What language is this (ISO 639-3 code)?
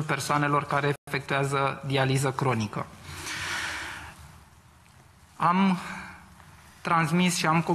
ron